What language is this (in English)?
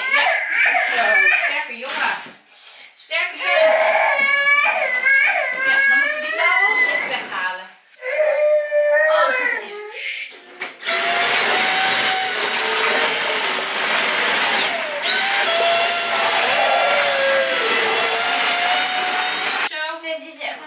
Dutch